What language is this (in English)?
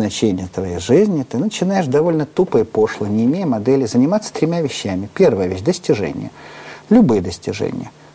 Russian